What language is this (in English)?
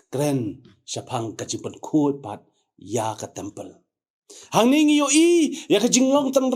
Khasi